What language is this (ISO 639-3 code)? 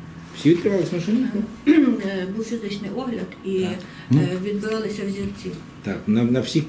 ukr